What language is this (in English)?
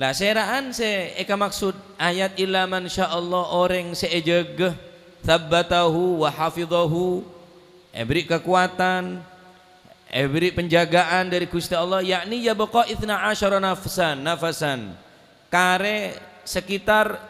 Madurese